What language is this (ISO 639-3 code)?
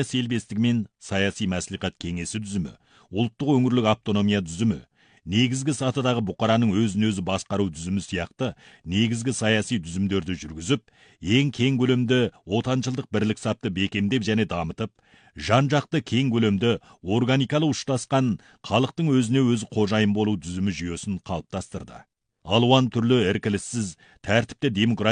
kaz